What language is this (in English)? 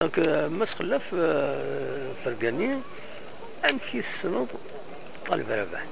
Kabyle